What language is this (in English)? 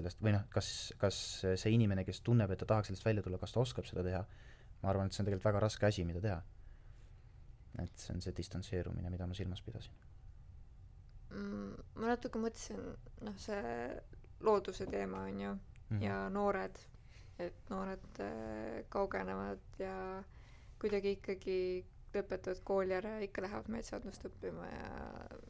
Estonian